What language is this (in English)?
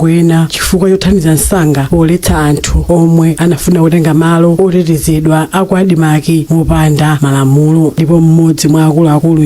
Nyanja